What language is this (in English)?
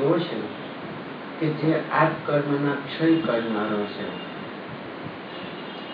Gujarati